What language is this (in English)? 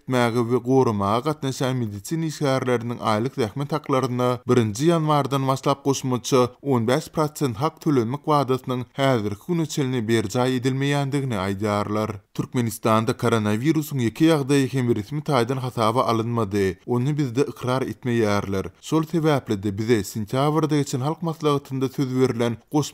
Turkmen